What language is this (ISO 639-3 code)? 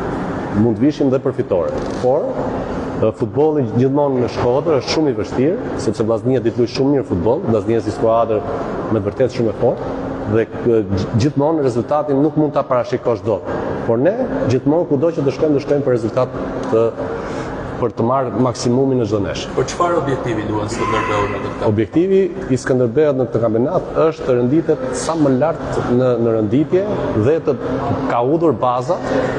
sqi